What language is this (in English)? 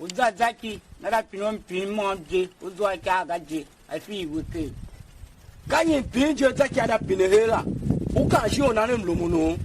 Tiv